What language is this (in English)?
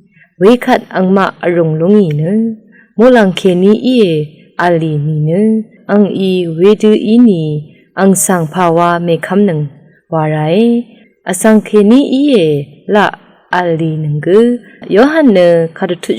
Rawang